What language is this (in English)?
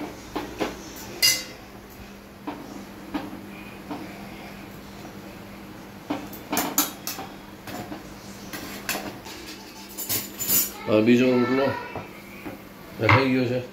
Gujarati